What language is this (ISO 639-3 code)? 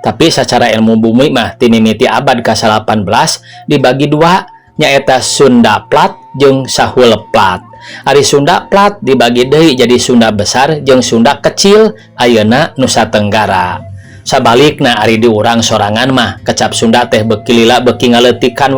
sun